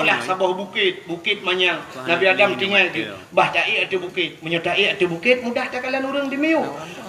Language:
Achinese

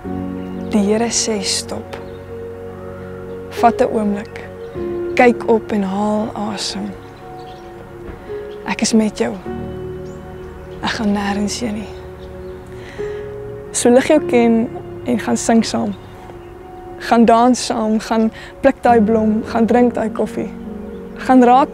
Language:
Afrikaans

